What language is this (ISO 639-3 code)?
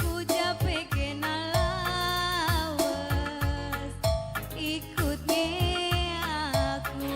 btx